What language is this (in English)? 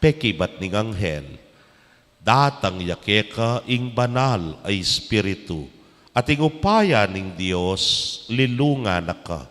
Pampanga